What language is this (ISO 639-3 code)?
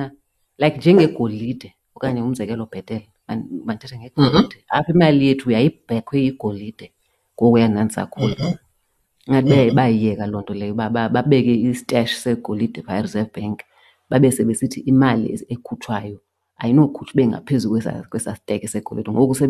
xho